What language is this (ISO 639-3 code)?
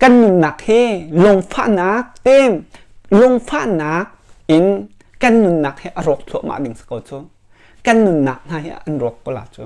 cnh